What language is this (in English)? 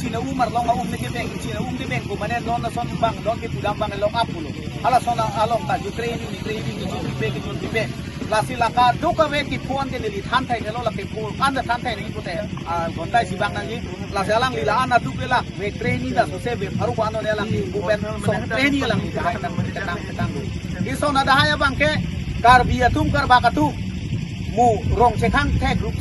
Karbi